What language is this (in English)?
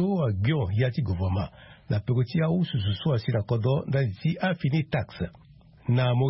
Sango